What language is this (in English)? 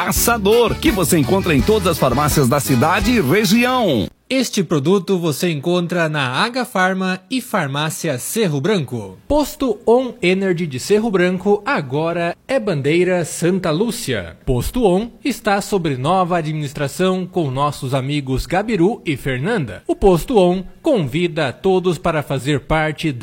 Portuguese